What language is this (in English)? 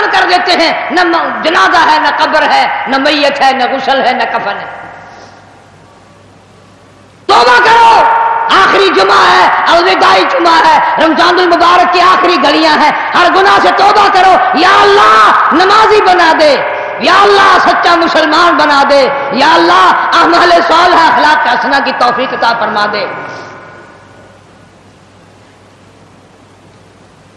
Urdu